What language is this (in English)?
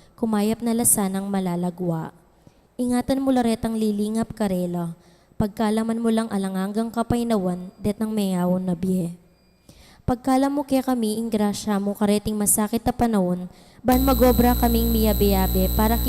Pampanga